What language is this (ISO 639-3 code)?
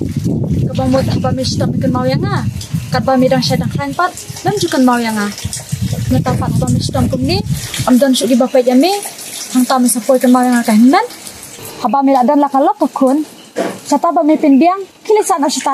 kha